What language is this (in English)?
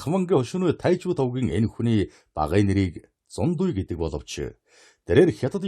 Mongolian